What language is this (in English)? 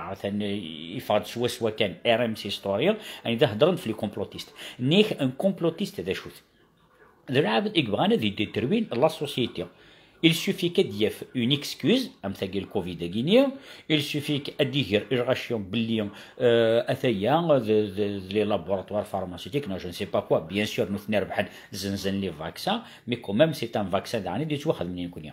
Kabyle